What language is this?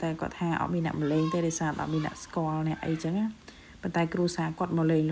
Khmer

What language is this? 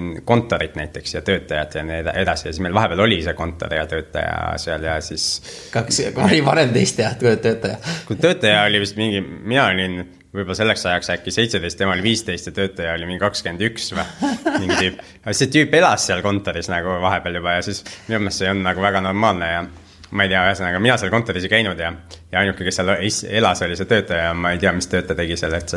Estonian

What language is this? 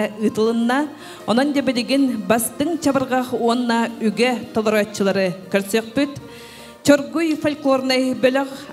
Yakut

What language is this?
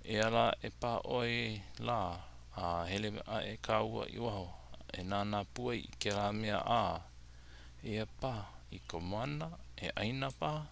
Hawaiian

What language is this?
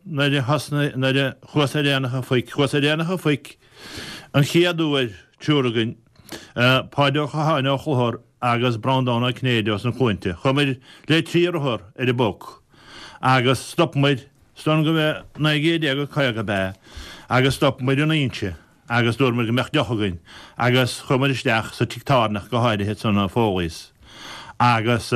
Irish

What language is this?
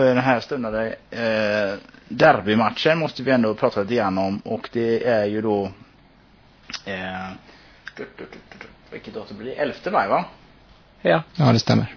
Swedish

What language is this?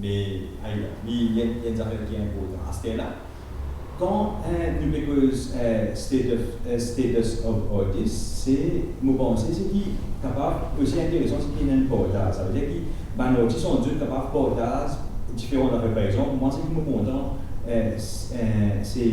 Morisyen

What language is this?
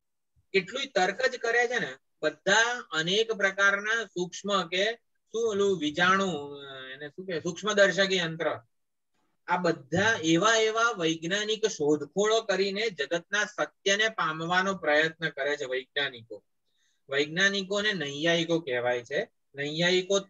Gujarati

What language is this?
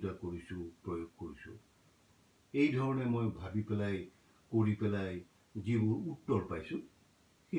Assamese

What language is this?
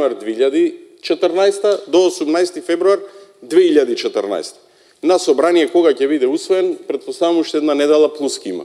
Macedonian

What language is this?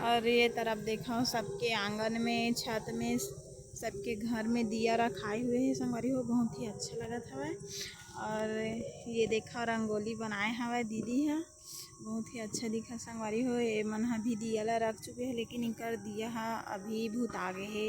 Chhattisgarhi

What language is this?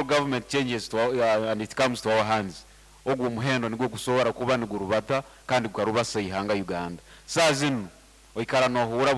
Nyankole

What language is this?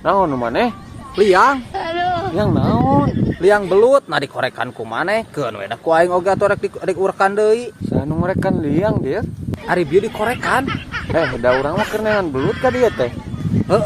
Sundanese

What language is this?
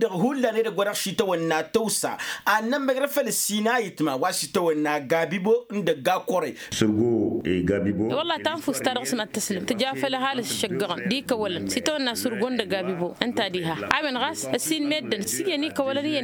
Tamasheq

